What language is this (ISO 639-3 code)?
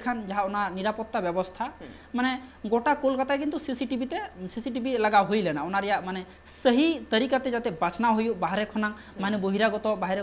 sat